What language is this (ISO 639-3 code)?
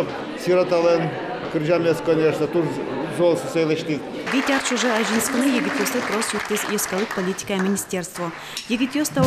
udm